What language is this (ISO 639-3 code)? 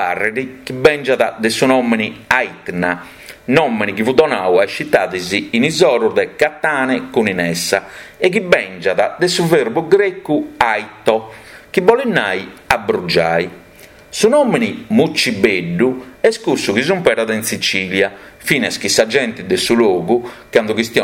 srd